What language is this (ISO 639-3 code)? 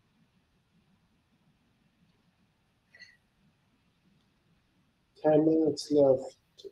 eng